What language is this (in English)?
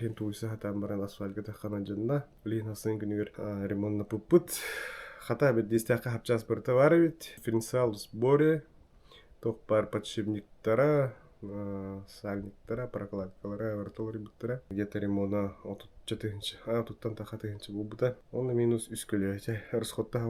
Yakut